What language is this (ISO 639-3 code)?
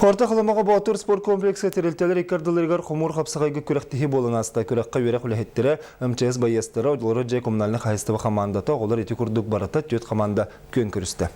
sah